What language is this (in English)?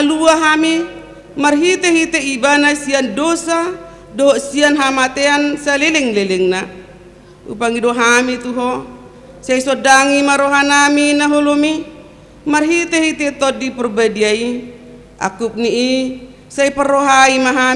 Batak Toba